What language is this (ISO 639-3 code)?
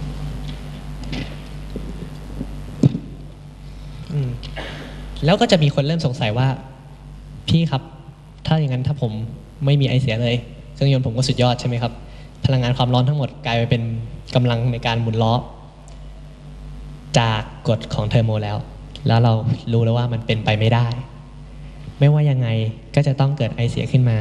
tha